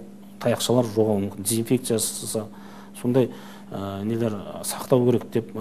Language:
Kazakh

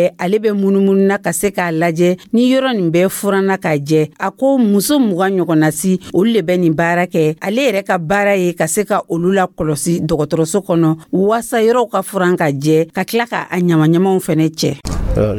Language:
Dyula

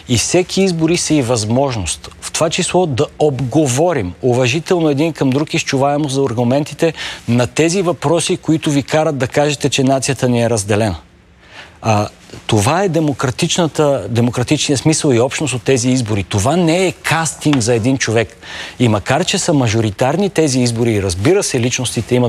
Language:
Bulgarian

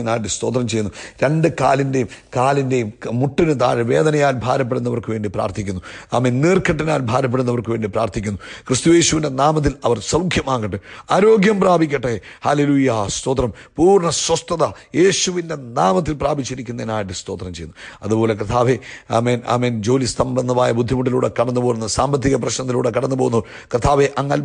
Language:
Malayalam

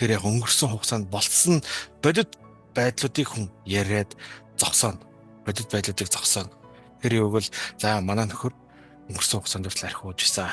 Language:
Mongolian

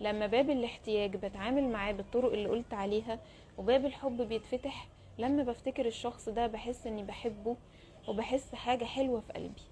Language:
Egyptian Arabic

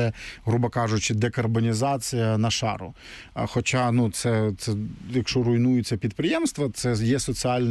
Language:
Ukrainian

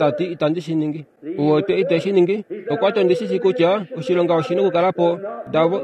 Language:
Kuanyama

